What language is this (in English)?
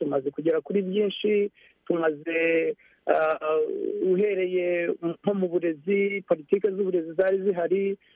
Kinyarwanda